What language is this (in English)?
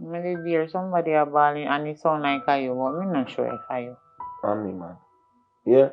Jamaican Creole English